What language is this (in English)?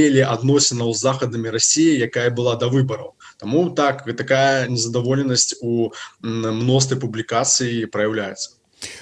Belarusian